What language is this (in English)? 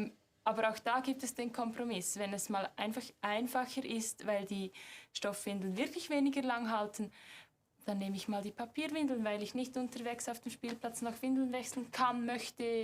Swiss German